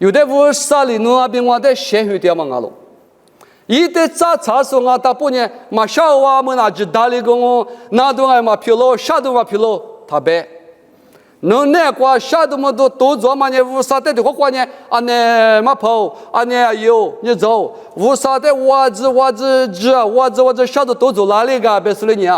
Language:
Lisu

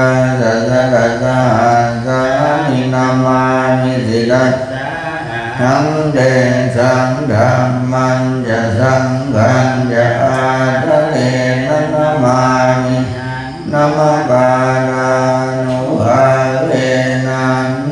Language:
Pali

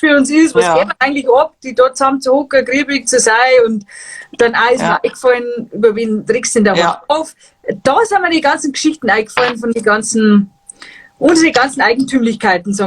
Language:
Bavarian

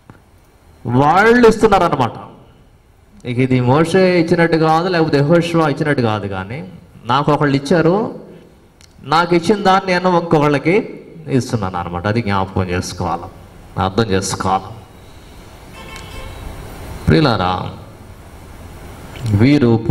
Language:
Telugu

